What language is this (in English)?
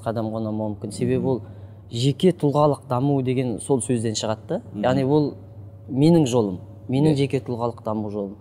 Kazakh